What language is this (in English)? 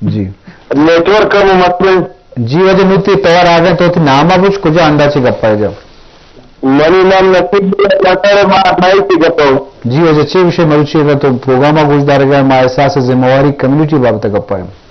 Baluchi